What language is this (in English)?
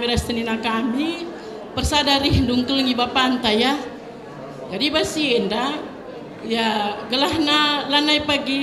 Batak Karo